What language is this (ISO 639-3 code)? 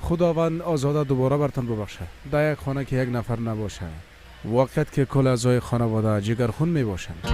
fas